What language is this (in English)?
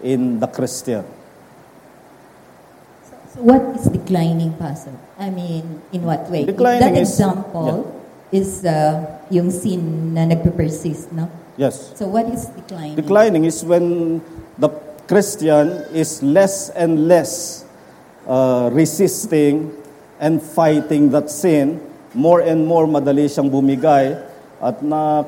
Filipino